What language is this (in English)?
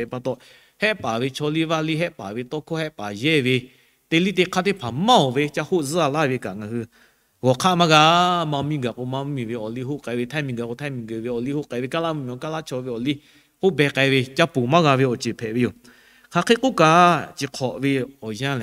Lahu